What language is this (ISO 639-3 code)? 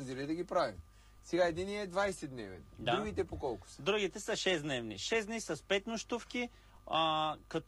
bul